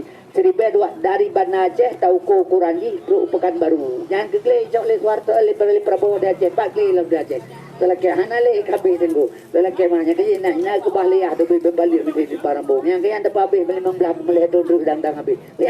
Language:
Achinese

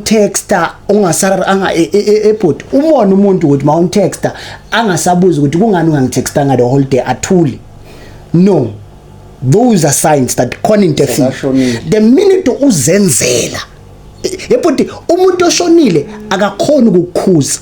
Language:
Zulu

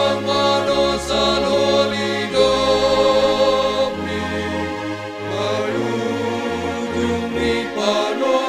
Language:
Batak Simalungun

